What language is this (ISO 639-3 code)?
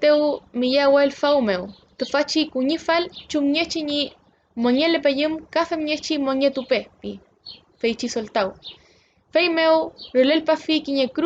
arn